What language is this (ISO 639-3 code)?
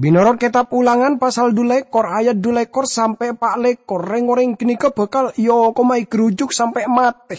mad